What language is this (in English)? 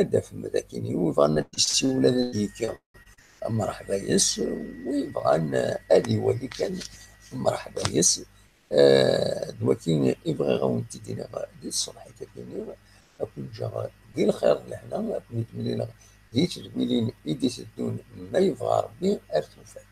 Kabyle